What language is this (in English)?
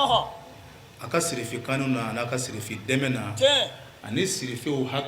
Bambara